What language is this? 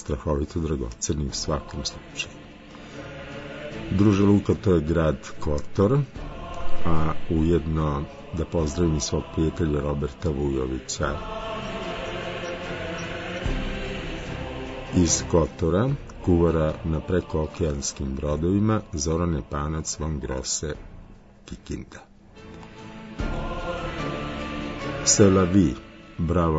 Serbian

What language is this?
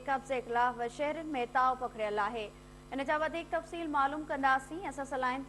Sindhi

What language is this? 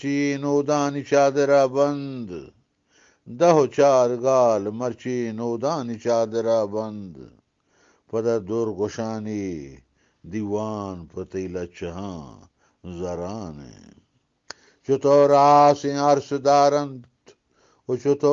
Eastern Balochi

